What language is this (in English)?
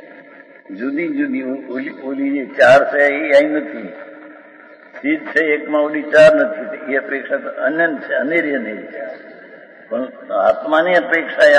Gujarati